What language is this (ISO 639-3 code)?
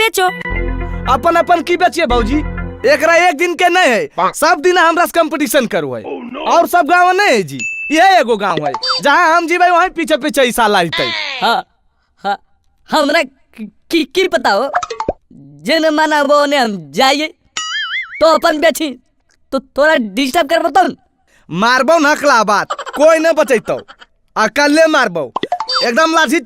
mag